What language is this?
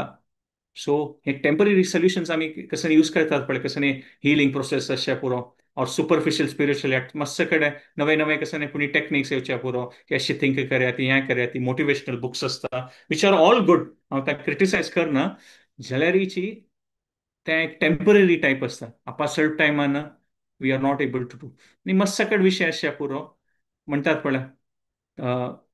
Konkani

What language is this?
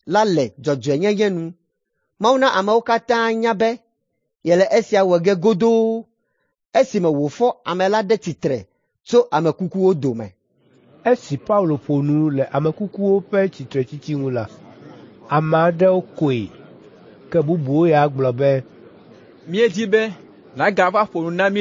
Ewe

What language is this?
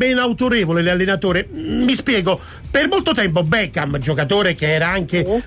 Italian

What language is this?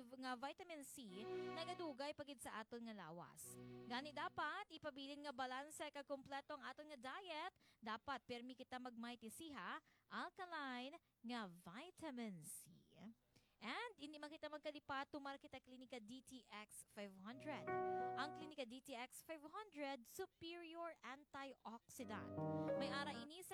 Hiligaynon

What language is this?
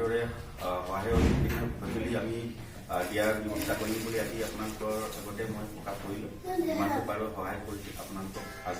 Assamese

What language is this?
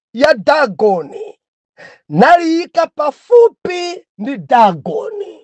Nyanja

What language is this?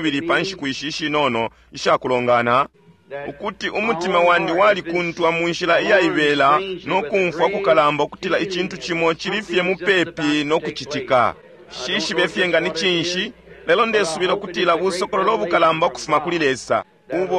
Bemba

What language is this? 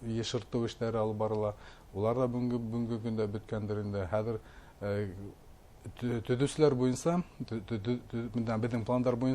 Bashkir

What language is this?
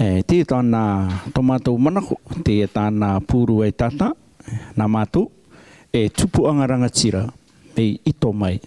Rarotongan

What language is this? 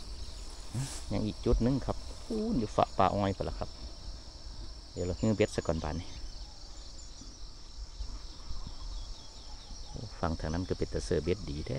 Thai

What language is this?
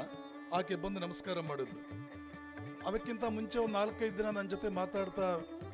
Kannada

